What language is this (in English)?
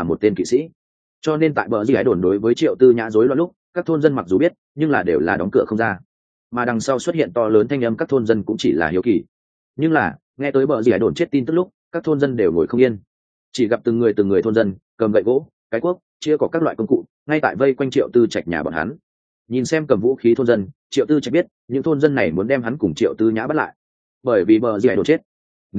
Vietnamese